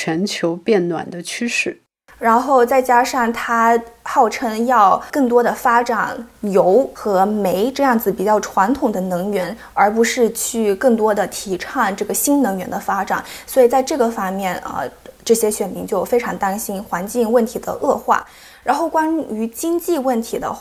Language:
Chinese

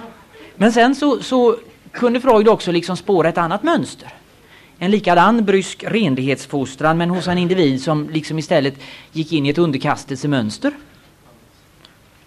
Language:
Swedish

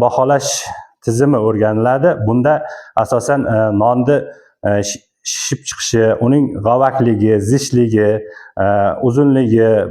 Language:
Uzbek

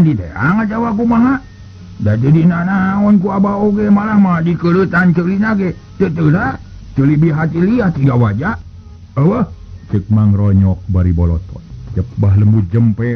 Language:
Sundanese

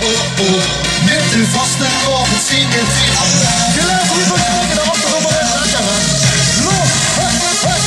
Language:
Limburgish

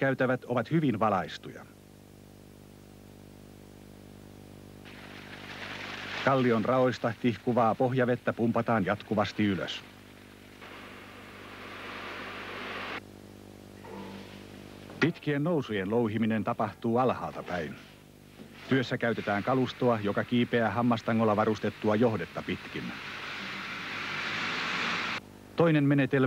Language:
Finnish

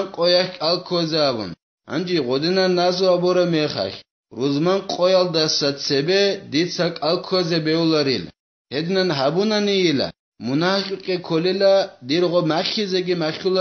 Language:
Avaric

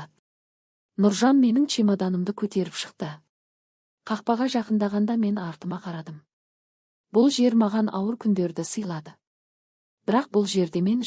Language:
Kazakh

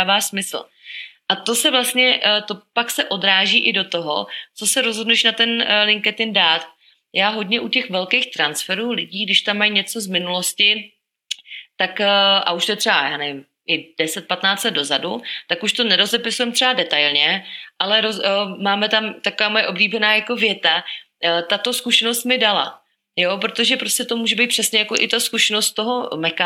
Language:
Czech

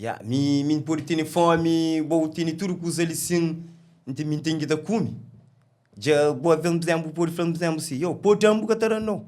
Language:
Kabuverdianu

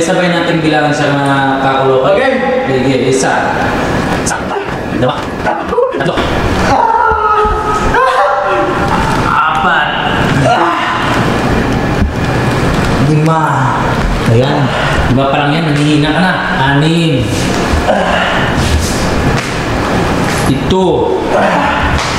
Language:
Filipino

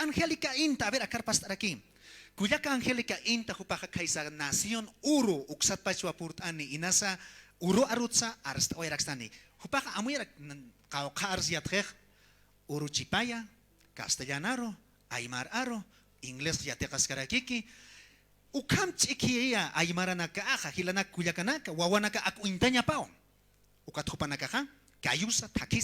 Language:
Aymara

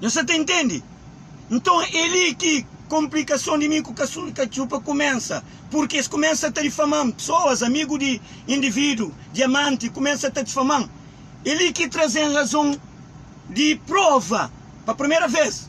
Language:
Kabuverdianu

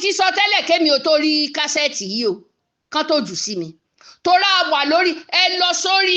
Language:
Yoruba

